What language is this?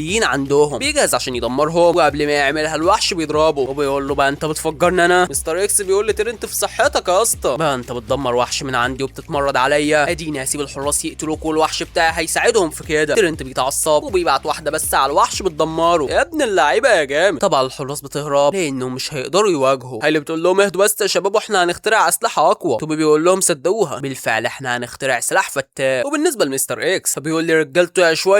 Egyptian Arabic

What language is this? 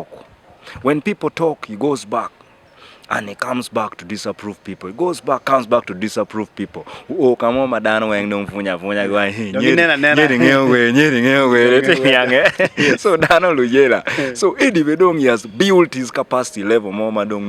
Acoli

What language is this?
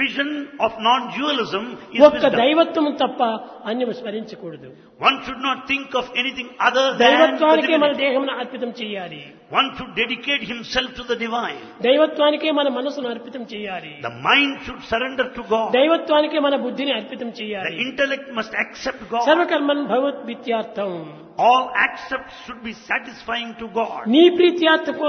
Telugu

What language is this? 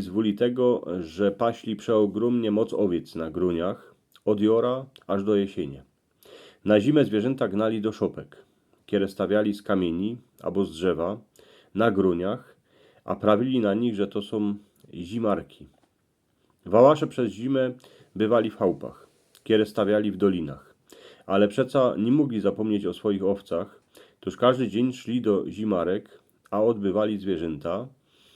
Silesian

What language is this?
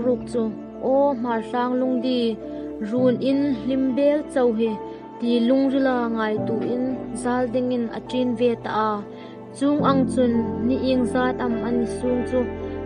Hmar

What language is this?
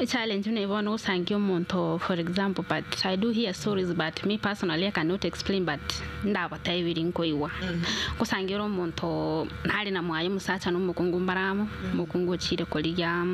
Gusii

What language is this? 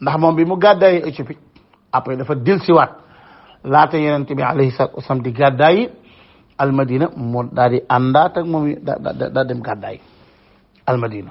Wolof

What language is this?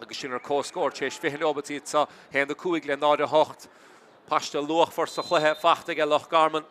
Irish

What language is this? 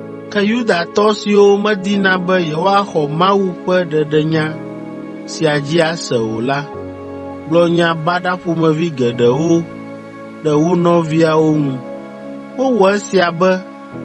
Ewe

